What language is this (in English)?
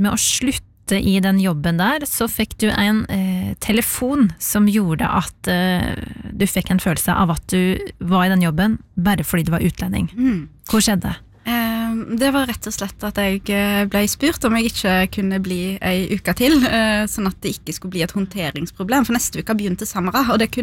Norwegian